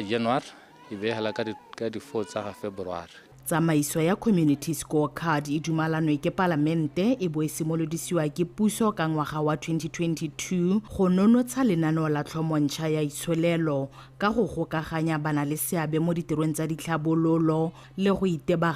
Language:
Tswana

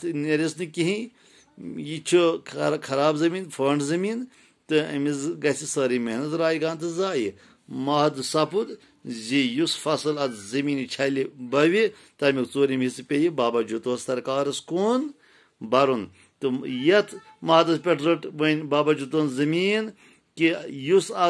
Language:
Kashmiri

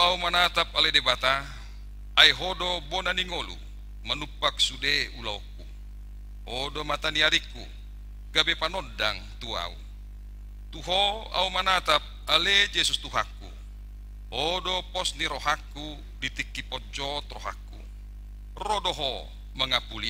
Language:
Batak Toba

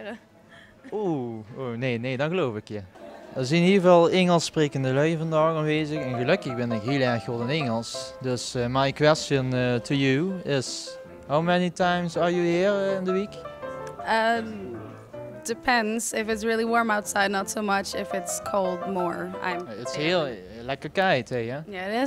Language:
Limburgish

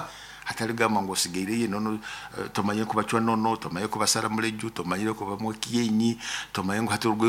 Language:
Nyoro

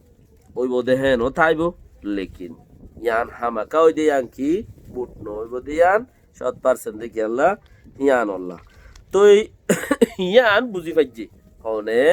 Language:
Rohingya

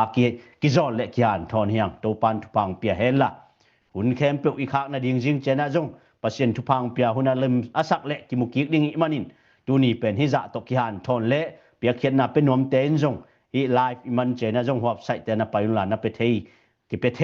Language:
Tedim Chin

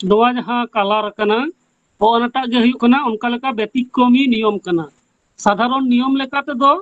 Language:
Santali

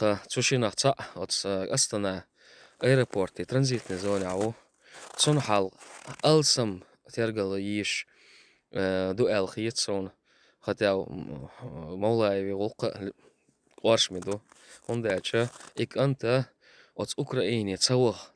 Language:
Chechen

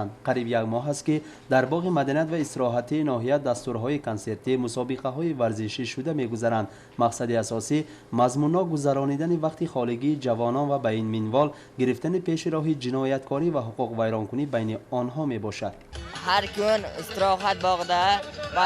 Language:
Tajik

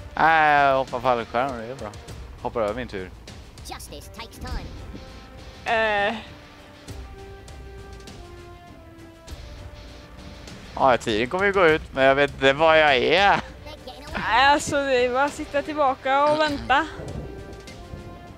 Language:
Swedish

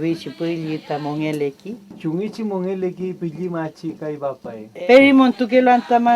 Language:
Mapuche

